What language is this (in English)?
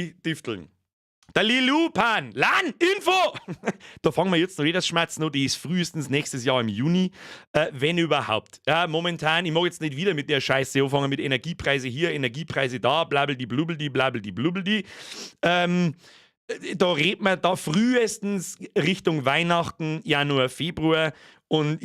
Bavarian